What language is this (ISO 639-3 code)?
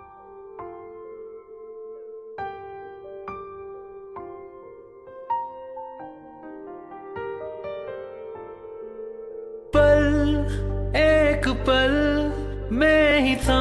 hin